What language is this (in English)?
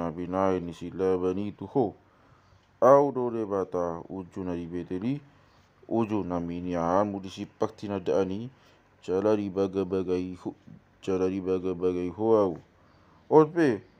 Batak Toba